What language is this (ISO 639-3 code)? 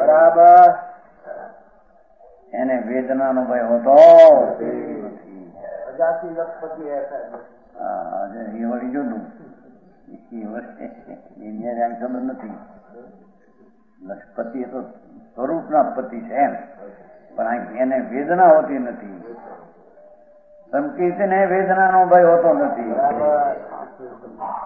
guj